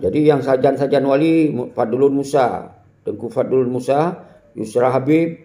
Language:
Achinese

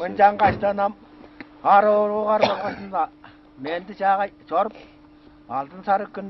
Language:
Tuvinian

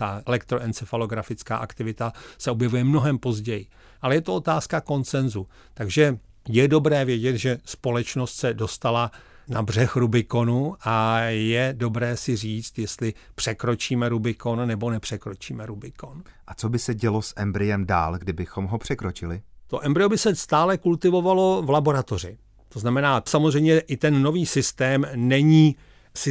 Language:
Czech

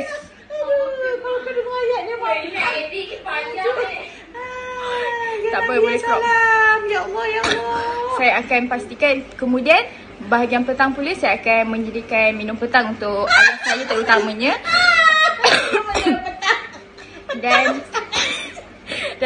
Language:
Malay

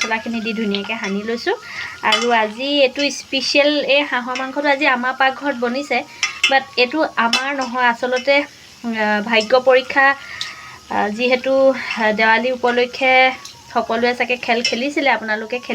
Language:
Assamese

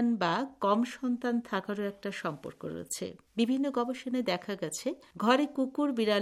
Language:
Bangla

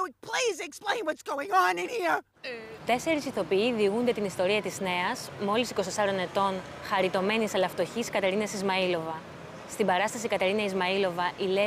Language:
Greek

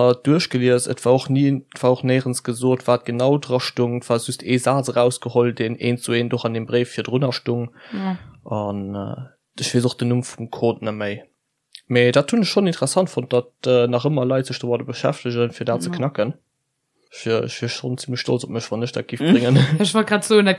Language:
Luxembourgish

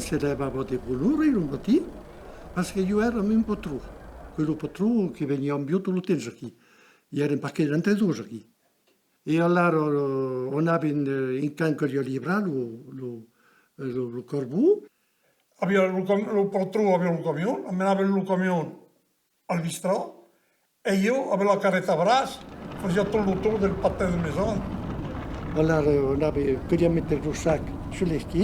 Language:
Occitan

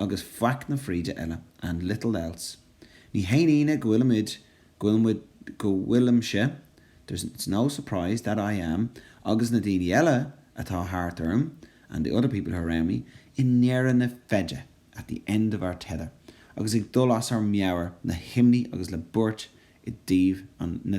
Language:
Irish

